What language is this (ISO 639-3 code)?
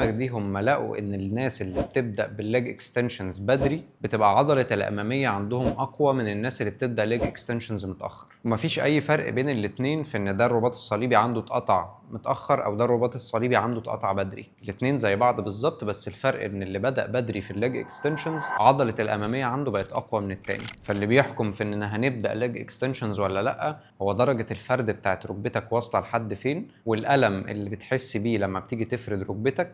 arz